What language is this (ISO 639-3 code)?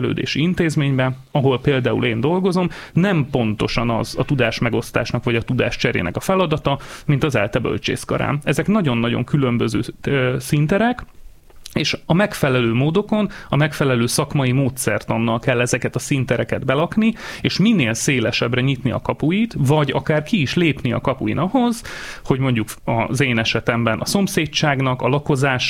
hun